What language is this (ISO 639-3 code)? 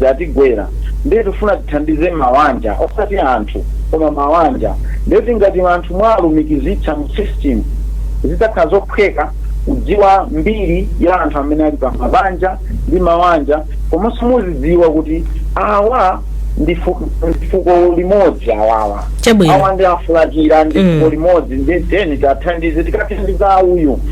nya